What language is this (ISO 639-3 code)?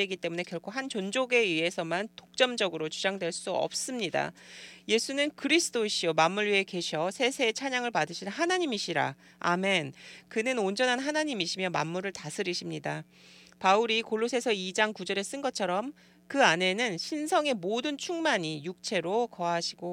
kor